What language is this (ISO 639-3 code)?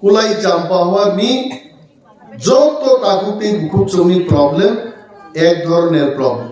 trp